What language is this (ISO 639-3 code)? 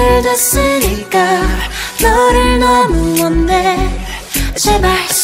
kor